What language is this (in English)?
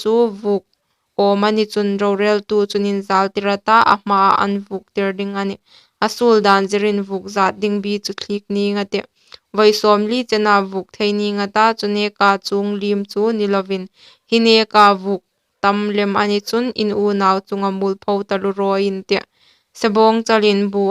Hmar